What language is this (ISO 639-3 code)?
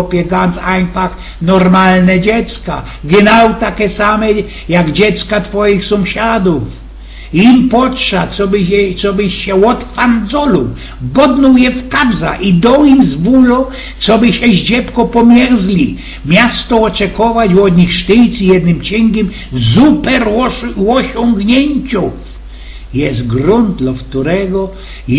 szl